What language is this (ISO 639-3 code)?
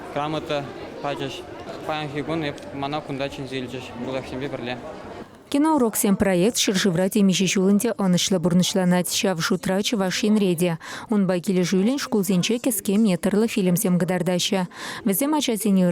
chv